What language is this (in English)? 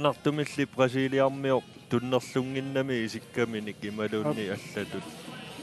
Kalaallisut